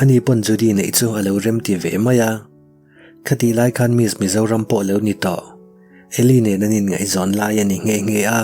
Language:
Mizo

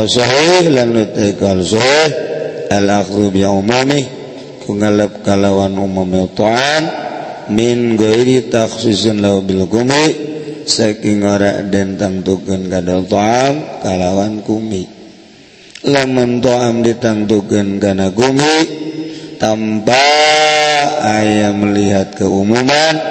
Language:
Sundanese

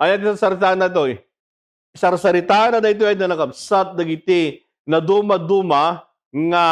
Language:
Iloko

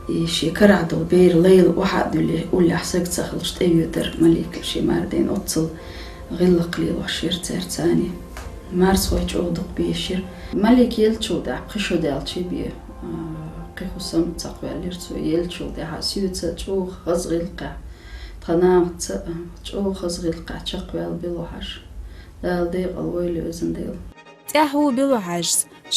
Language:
Chechen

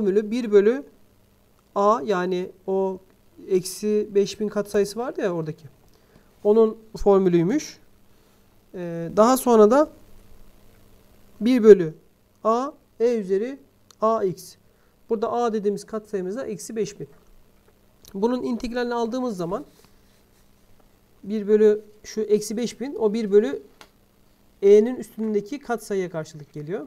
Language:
Turkish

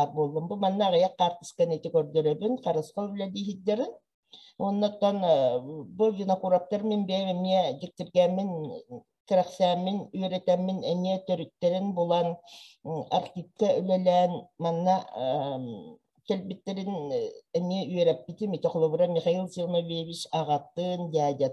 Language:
Yakut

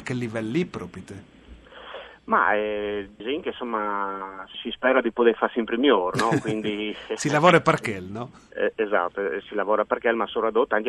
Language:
Friulian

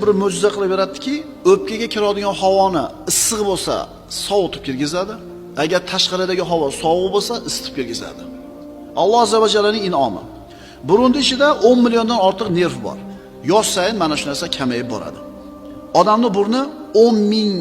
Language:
Uzbek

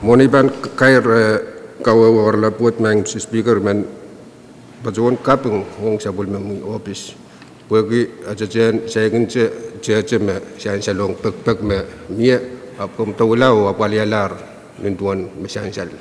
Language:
Pohnpeian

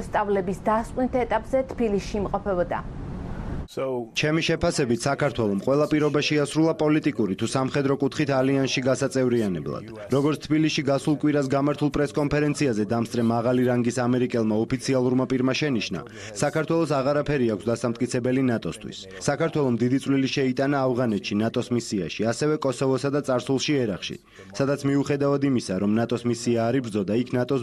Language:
Georgian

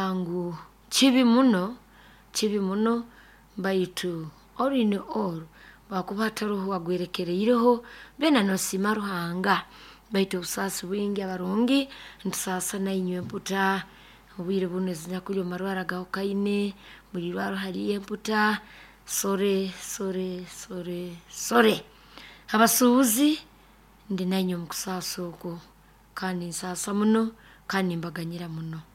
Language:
Nyoro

